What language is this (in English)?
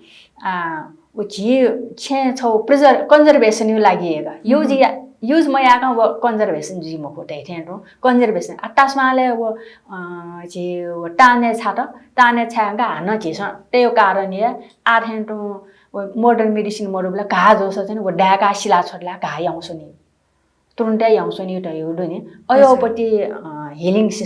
Newari